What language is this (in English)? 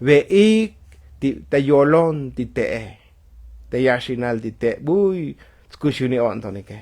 Tzotzil